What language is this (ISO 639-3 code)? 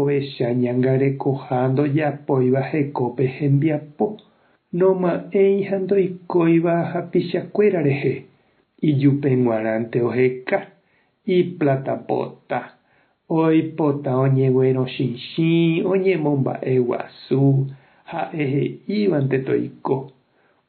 grn